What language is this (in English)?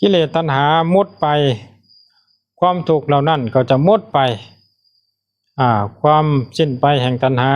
Lao